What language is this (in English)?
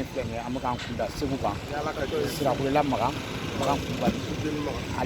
Bambara